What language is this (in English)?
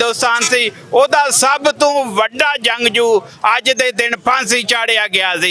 Western Panjabi